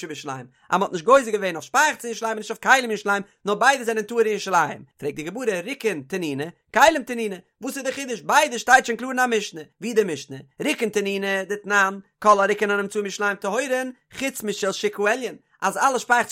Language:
Yiddish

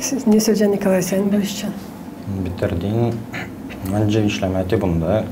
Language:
Gagauz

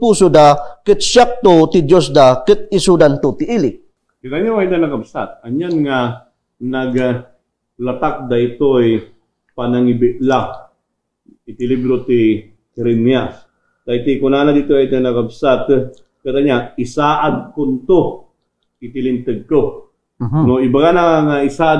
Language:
Iloko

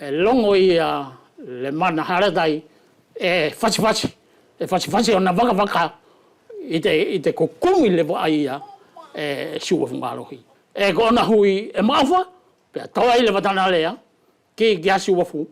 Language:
Wallisian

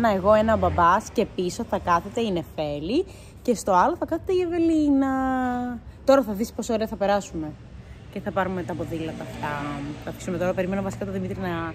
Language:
Greek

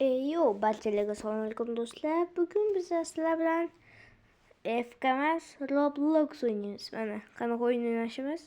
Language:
Uzbek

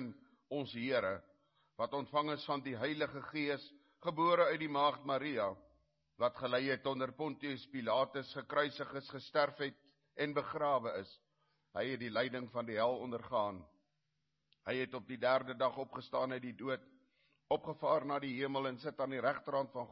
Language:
Afrikaans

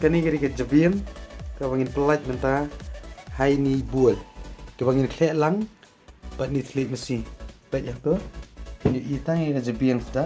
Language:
Khasi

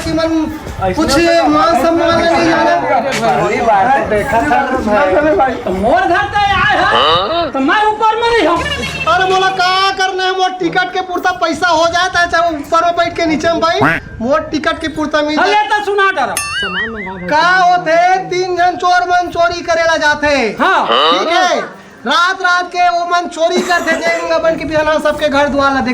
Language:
Chhattisgarhi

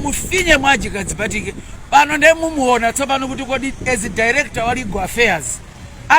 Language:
Nyanja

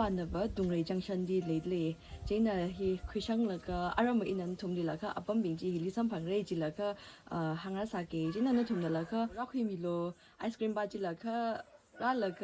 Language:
Tangkhul Naga (India)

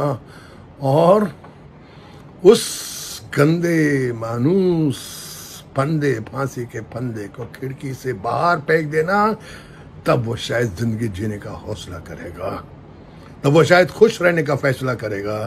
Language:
Hindi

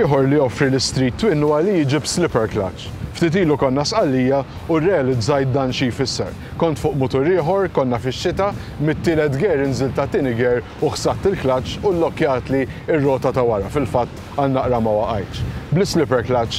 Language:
Maltese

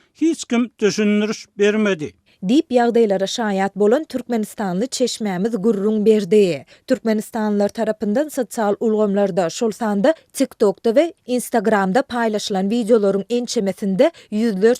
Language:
Turkmen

